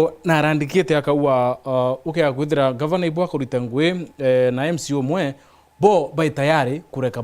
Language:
Meru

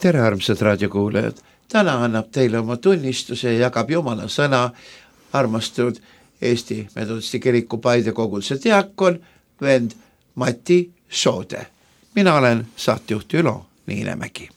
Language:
Estonian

